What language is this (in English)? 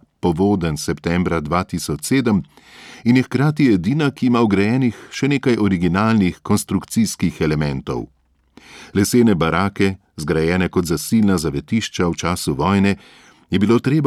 Slovenian